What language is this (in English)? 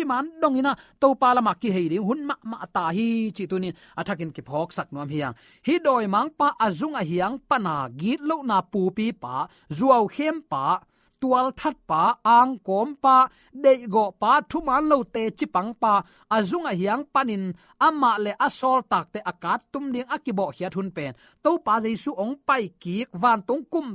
Tedim Chin